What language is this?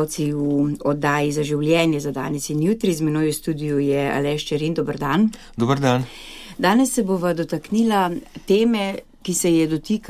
Slovenian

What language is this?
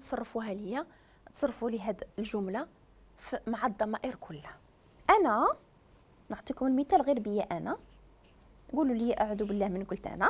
Moroccan Arabic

